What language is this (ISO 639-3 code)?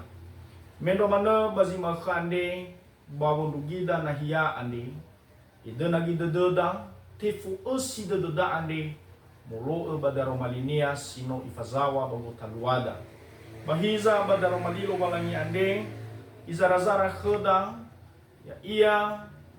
nia